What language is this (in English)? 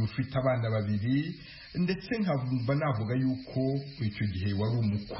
Kinyarwanda